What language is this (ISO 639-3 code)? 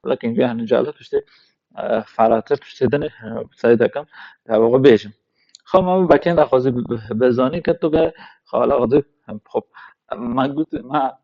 kur